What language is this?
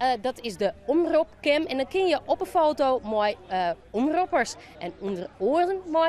Western Frisian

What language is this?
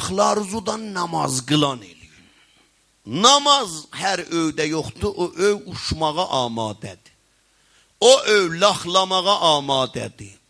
South Azerbaijani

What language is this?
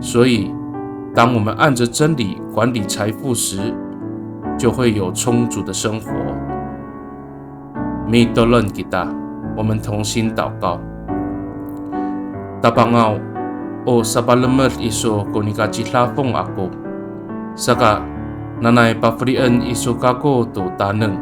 Amis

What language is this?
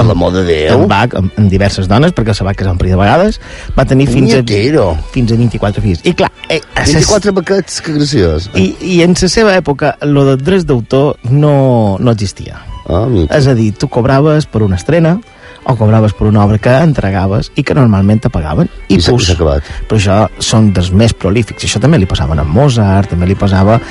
Catalan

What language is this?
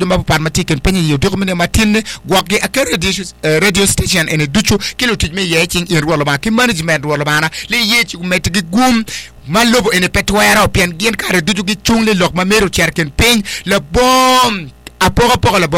Acoli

